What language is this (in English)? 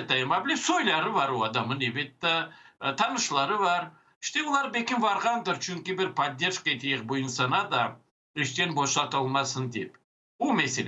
Crimean Tatar